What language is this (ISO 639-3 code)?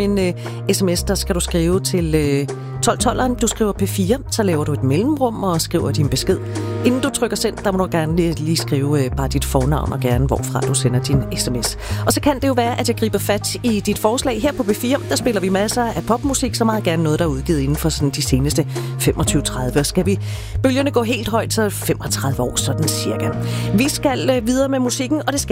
dan